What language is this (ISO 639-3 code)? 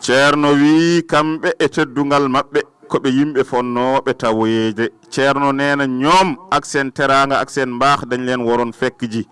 ful